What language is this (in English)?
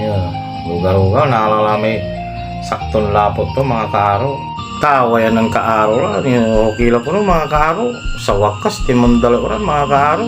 Pangasinan